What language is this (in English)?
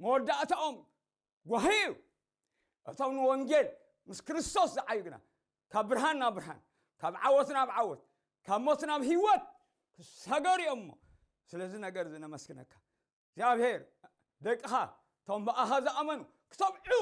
Tigrinya